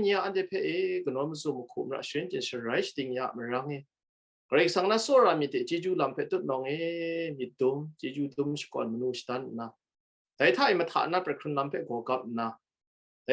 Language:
Kachin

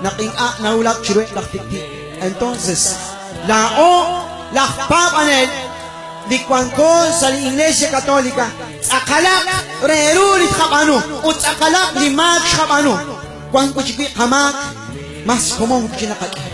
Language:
Kekchí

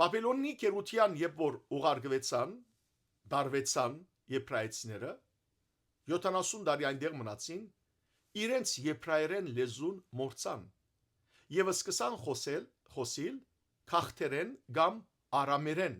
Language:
Western Armenian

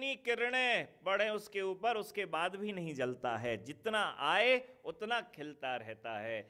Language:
Hindi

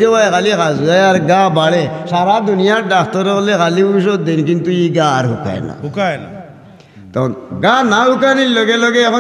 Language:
Sylheti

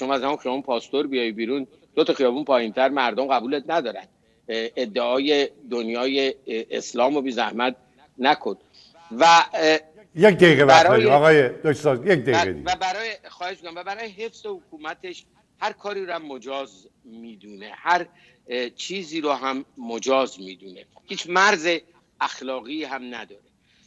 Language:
Persian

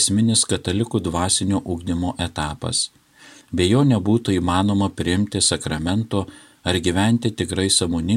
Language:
Lithuanian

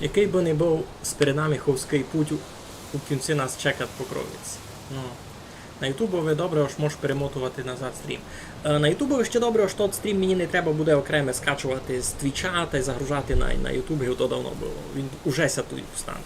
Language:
Rusyn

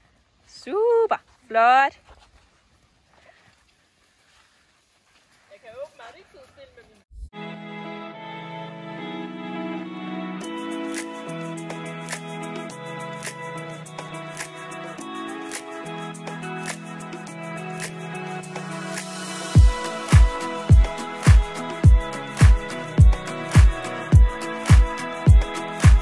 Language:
Danish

